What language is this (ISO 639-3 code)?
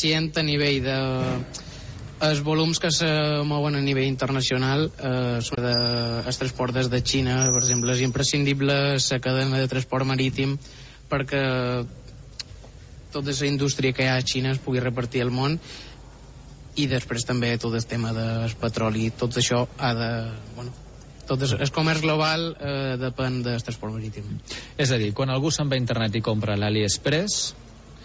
cat